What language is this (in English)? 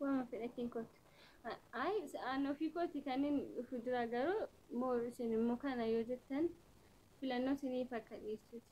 Oromo